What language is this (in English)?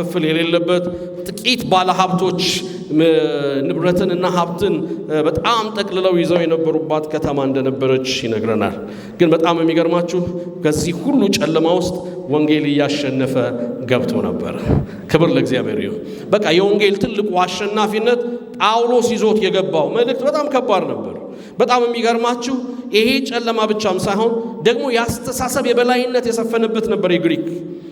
Amharic